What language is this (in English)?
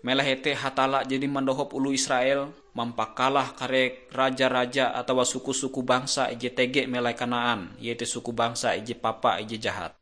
Ngaju